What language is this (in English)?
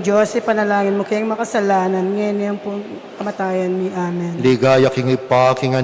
Pampanga